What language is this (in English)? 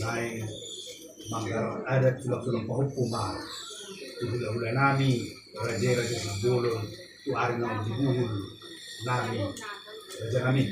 Batak Toba